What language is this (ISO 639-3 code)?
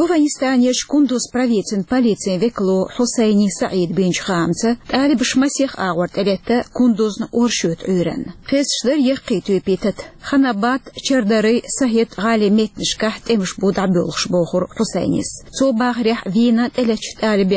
che